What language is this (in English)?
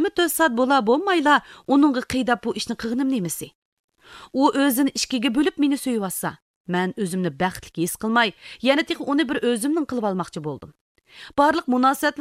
Uyghur